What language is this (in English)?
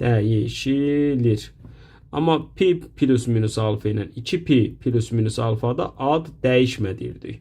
Azerbaijani